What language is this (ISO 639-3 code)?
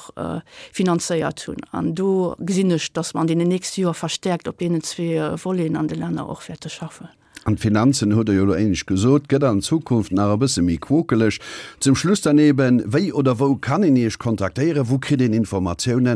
ltz